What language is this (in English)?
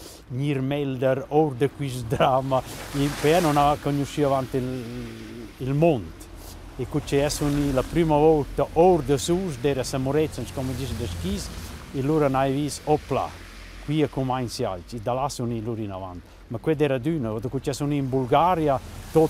Romansh